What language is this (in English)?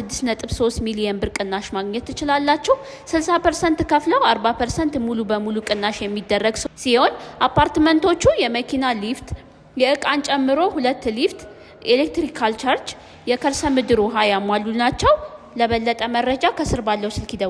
Amharic